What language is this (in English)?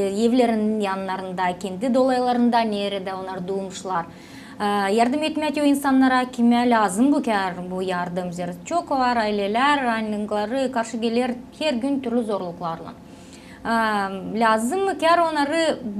Gagauz